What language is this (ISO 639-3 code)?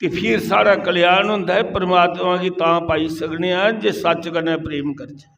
doi